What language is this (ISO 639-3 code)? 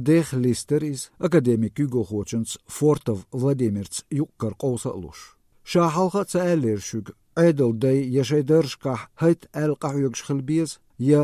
che